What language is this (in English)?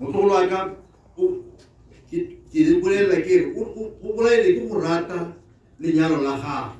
Tswana